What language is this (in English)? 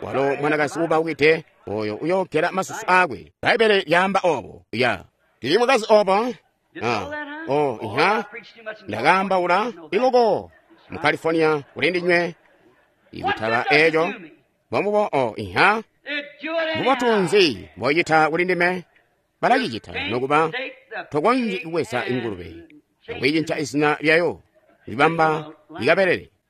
Tonga (Zambia)